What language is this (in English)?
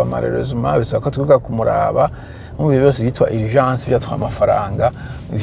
Rundi